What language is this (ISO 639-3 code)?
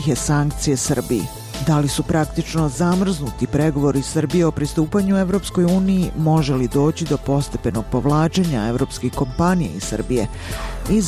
srp